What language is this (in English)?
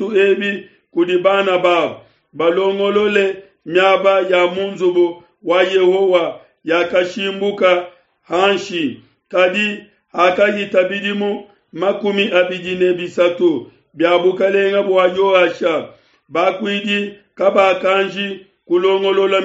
Luba-Lulua